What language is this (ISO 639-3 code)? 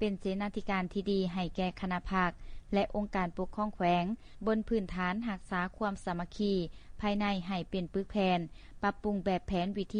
lao